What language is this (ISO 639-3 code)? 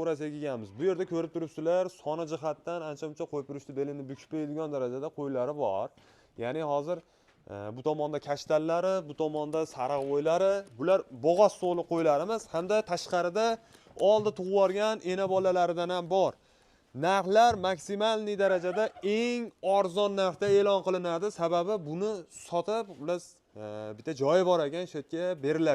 uzb